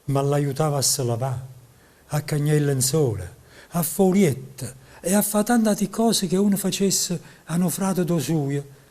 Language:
Neapolitan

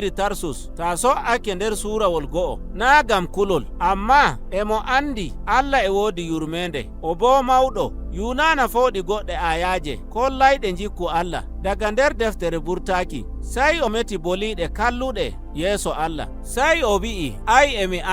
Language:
Nigerian Fulfulde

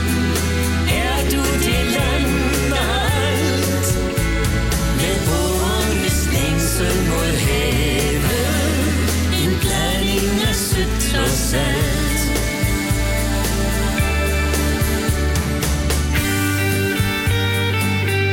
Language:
Danish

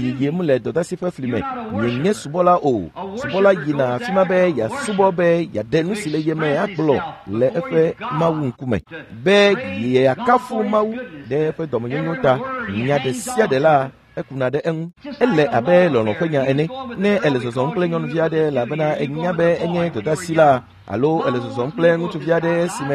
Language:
Ewe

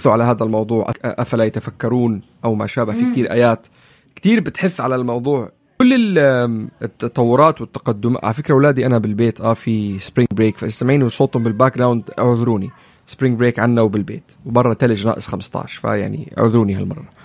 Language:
North Levantine Arabic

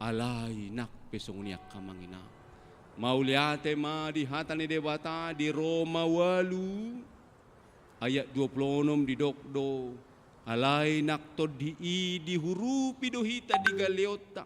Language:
Batak Toba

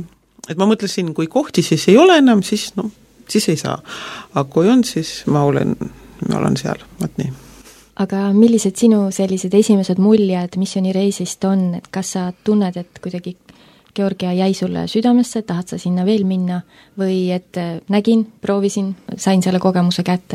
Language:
Estonian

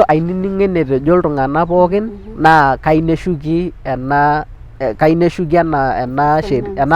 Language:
Masai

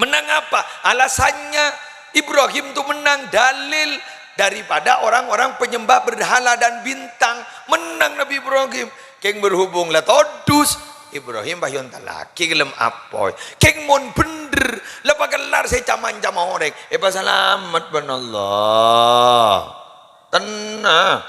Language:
Madurese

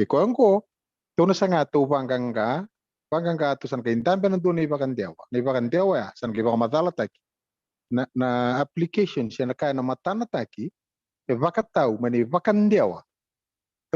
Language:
Fijian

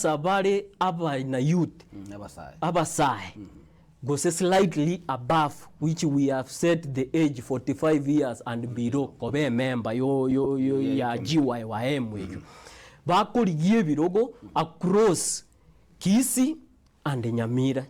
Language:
Gusii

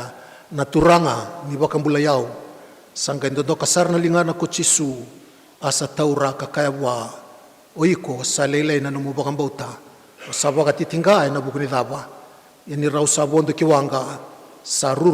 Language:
Fijian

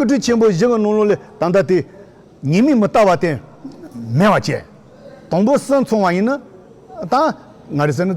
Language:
Tibetan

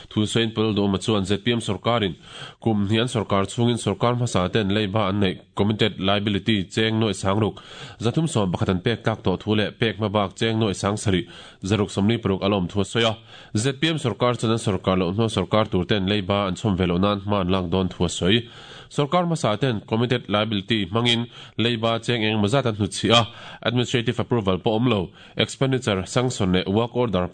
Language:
Mizo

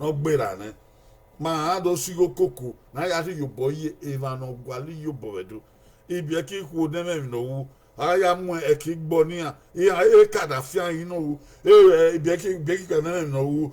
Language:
Bini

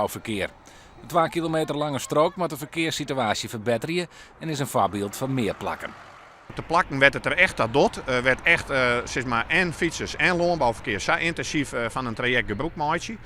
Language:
Western Frisian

